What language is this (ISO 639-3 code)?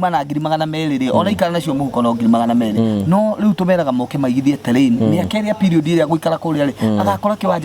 kik